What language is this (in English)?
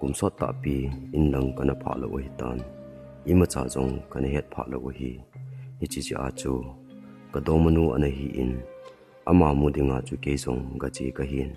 Thado Chin